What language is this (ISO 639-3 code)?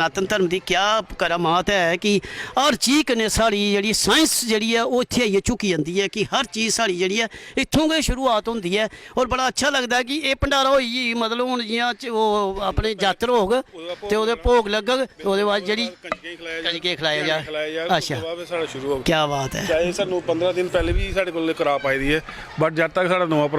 doi